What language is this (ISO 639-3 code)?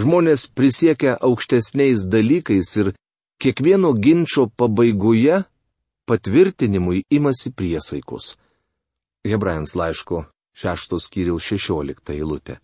lit